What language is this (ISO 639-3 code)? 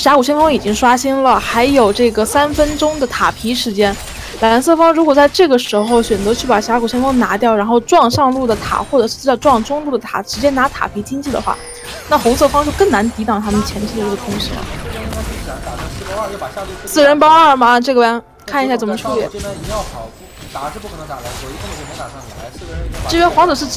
zho